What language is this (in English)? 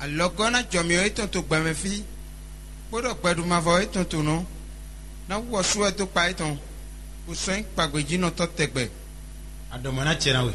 Fon